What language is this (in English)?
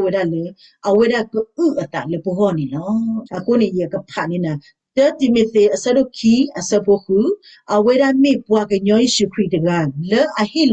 S'gaw Karen